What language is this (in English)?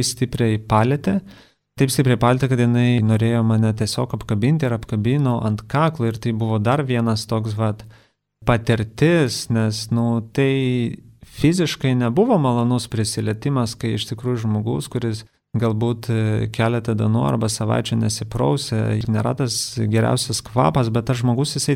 Lithuanian